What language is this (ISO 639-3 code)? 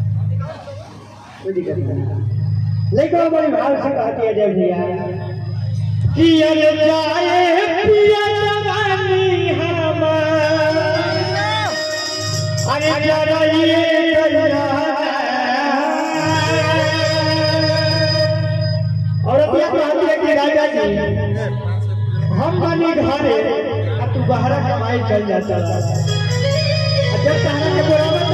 bho